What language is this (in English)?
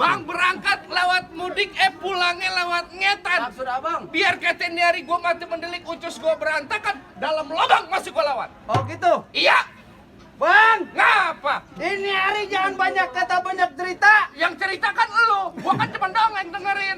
Betawi